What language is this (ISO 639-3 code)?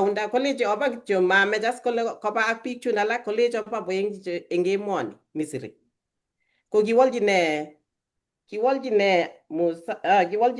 kln